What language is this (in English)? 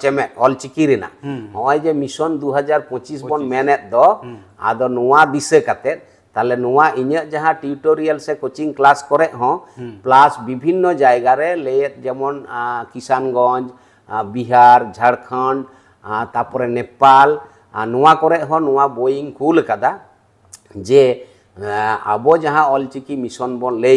Santali